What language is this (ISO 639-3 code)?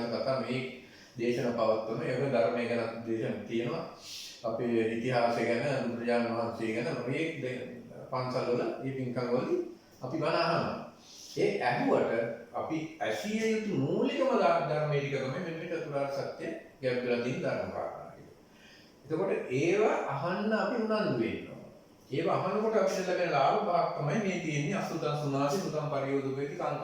sin